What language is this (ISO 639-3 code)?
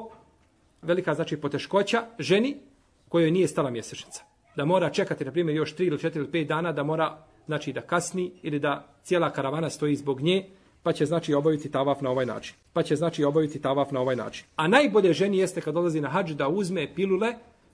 bos